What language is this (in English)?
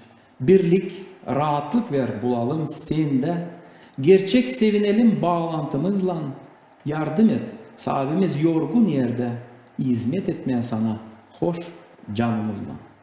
Gagauz